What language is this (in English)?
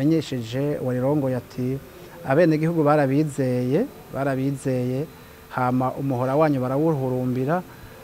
Rundi